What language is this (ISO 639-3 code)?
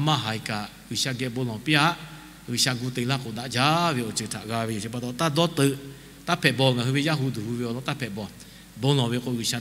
lhu